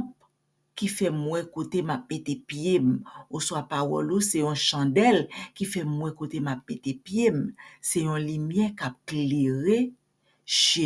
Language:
Haitian Creole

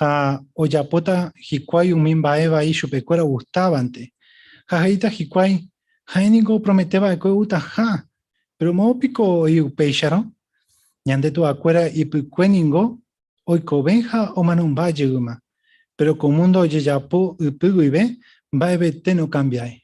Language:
Guarani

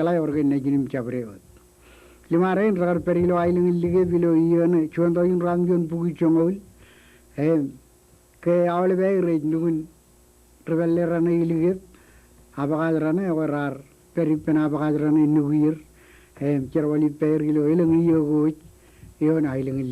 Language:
Marshallese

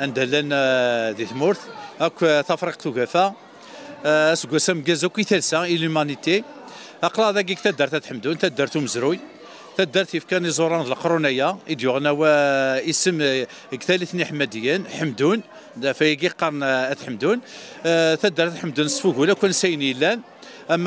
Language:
Kabyle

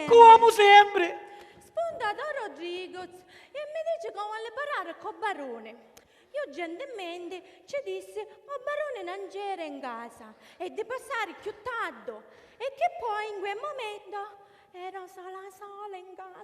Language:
Sicilian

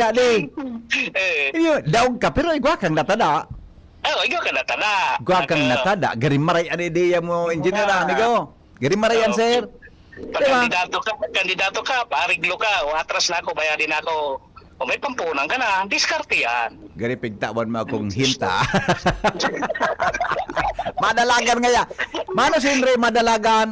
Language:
Bikol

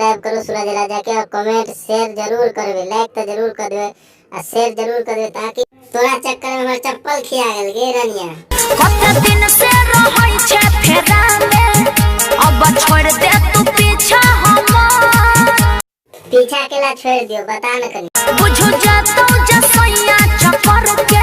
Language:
Maithili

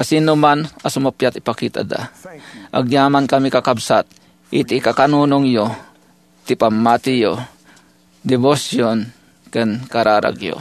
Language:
Iloko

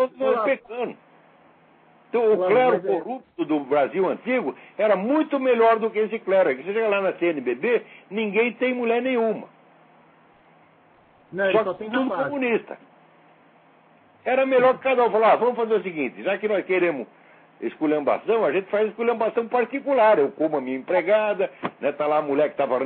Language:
Portuguese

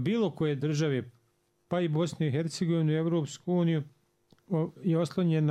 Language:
Bosnian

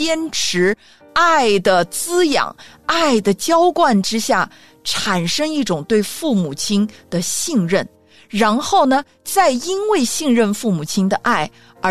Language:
Chinese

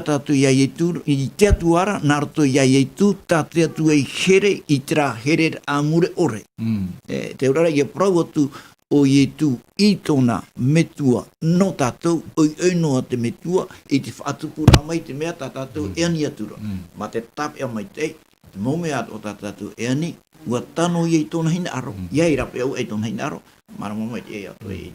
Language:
Tahitian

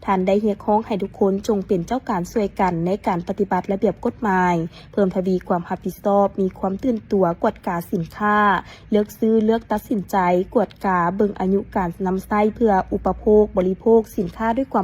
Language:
Lao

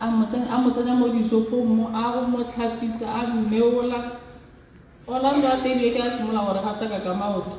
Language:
Tswana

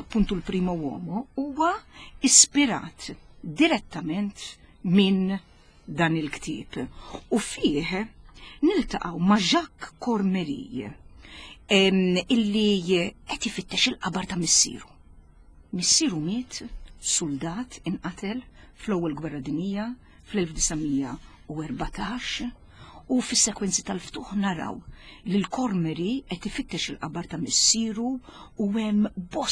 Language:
Maltese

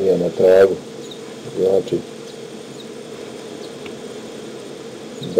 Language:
Croatian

